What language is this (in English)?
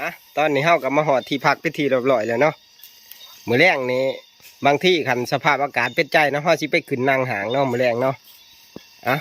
Northeastern Thai